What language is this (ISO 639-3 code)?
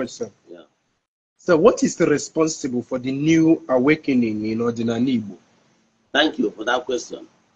ibo